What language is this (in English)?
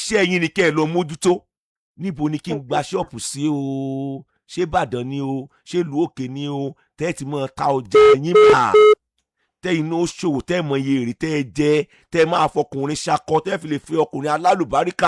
Yoruba